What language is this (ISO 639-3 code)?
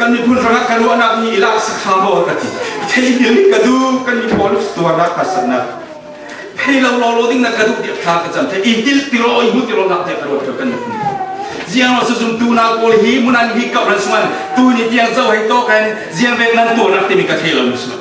cfm